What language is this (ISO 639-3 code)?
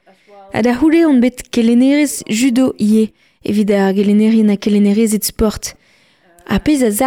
bre